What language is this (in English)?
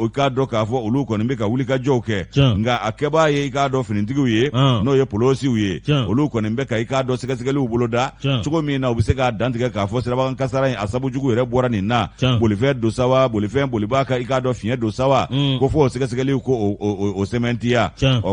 Bambara